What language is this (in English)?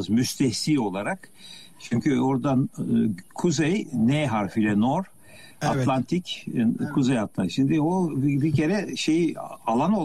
Turkish